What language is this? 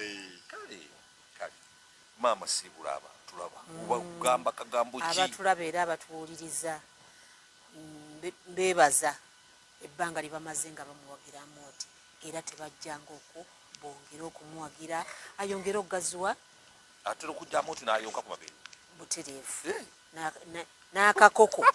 Ganda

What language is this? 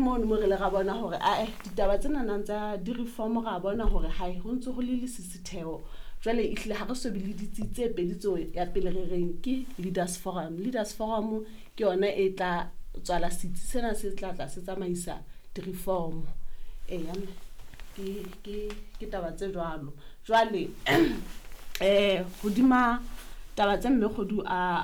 Southern Sotho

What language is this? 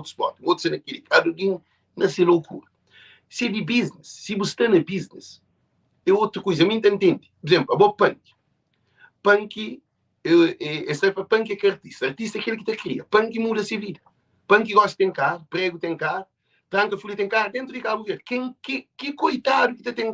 Kabuverdianu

